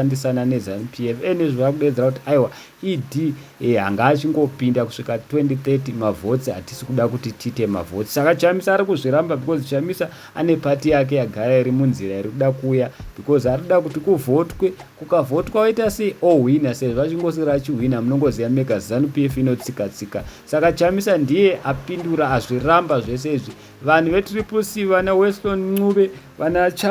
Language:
Shona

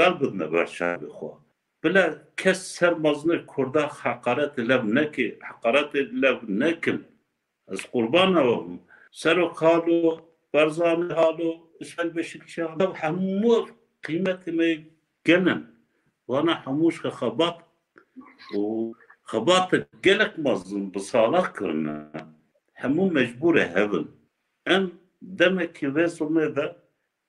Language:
Kurdish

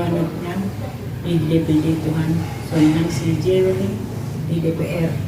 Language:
Batak Toba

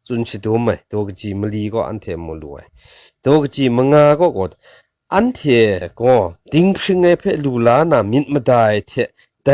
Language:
Kachin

